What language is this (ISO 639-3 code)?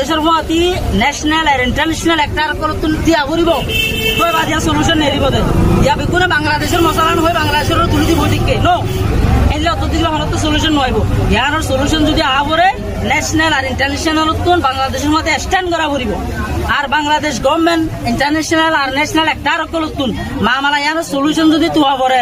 rhg